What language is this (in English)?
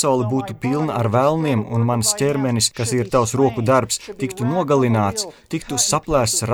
Latvian